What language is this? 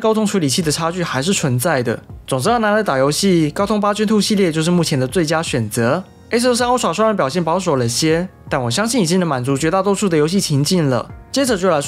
Chinese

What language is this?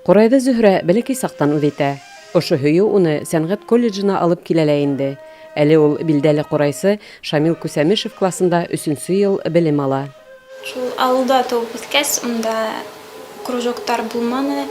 Bashkir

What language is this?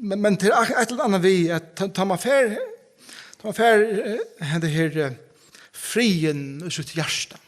Faroese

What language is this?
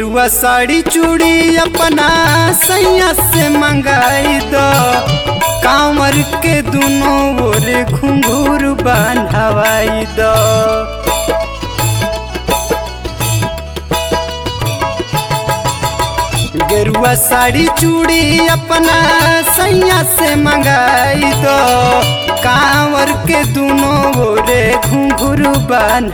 Bhojpuri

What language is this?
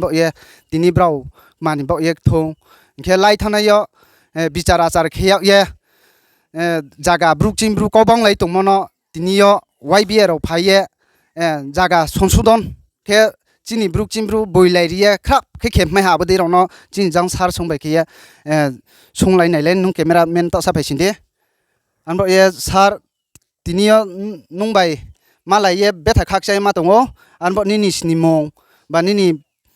Riang (India)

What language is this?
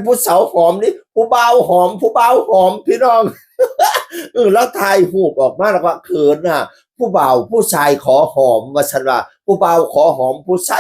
Northeastern Thai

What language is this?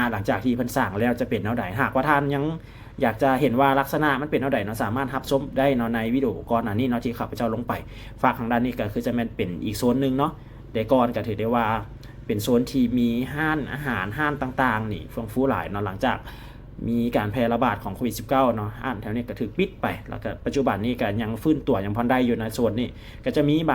Lao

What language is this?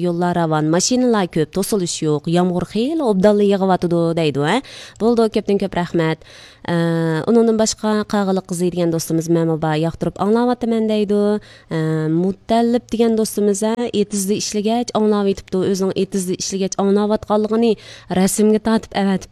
Uyghur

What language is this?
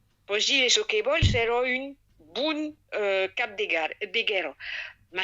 Occitan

